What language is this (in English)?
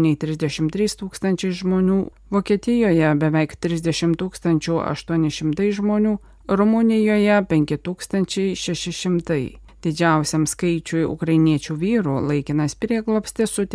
Lithuanian